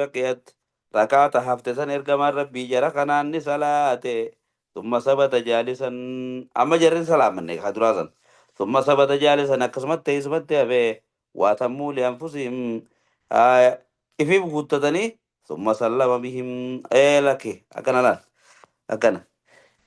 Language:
Oromo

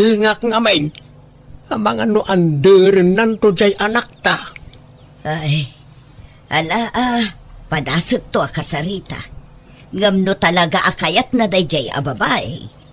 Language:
Iloko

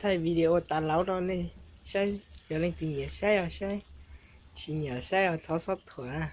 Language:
Hmong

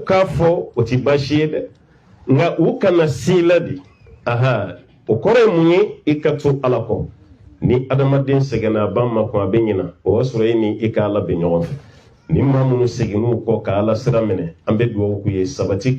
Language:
Bambara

